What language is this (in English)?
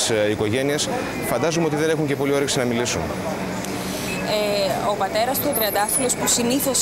Greek